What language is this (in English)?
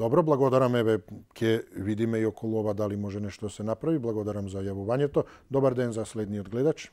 Macedonian